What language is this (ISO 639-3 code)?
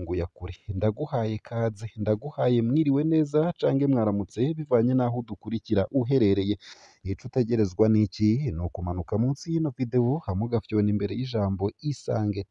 run